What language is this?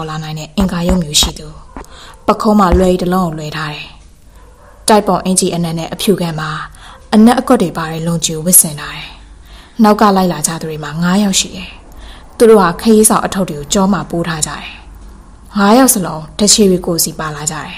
Burmese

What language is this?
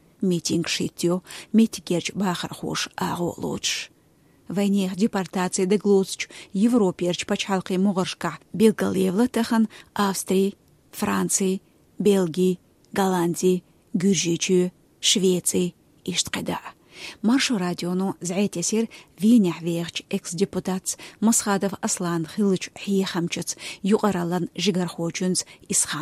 Chechen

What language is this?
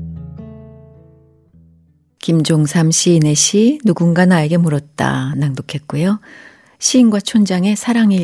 Korean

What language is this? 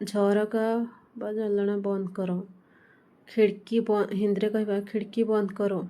Odia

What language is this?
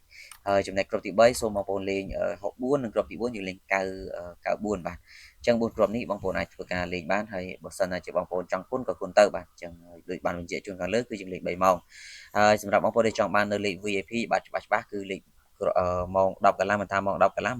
Khmer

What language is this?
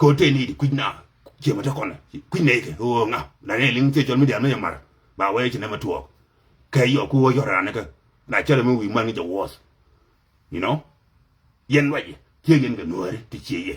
Nuer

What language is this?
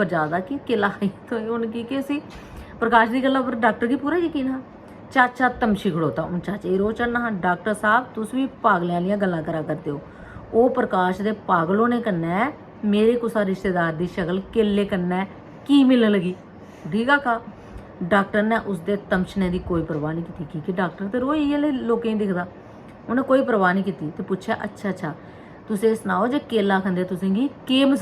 Dogri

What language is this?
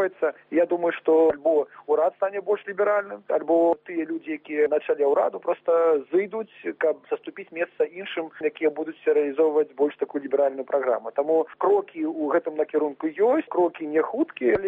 Belarusian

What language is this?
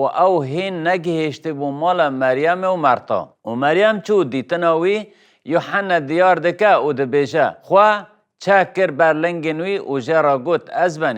Kurdish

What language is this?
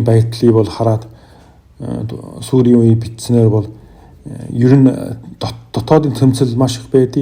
Mongolian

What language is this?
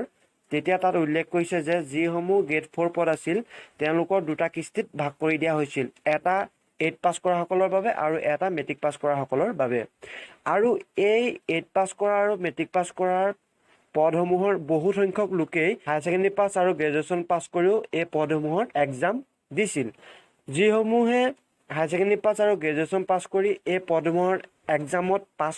Assamese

